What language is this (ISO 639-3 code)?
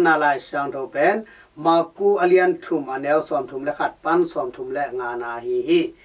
ctd